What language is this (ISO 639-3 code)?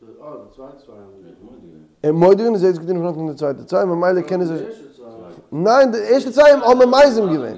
yid